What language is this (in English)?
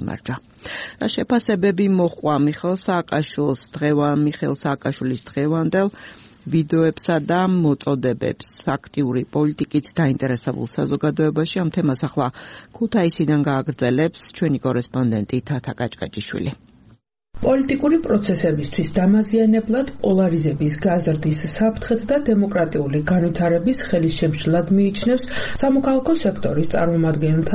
Georgian